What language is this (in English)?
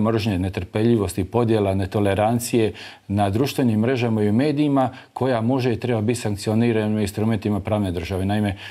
Croatian